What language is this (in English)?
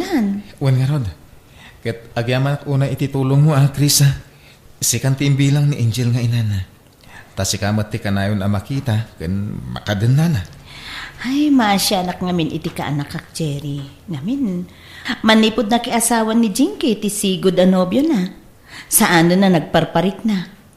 Iloko